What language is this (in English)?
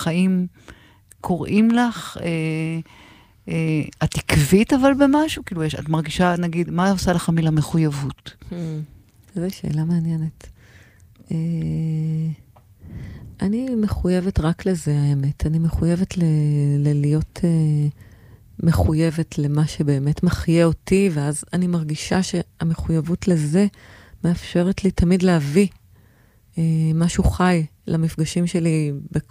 Hebrew